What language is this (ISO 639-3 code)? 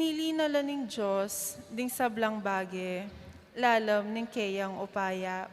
pam